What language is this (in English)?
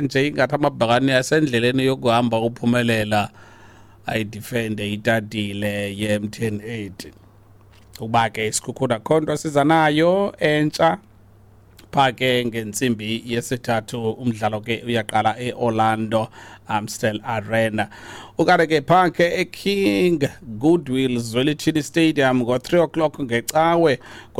Xhosa